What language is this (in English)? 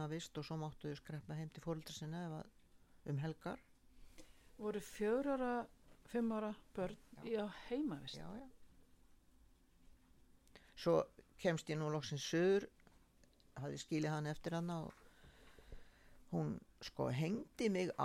Icelandic